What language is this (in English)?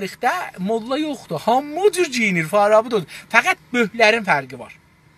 South Azerbaijani